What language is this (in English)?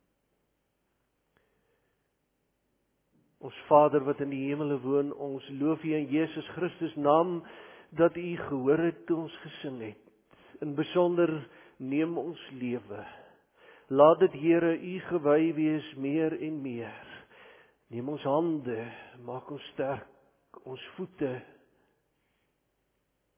Afrikaans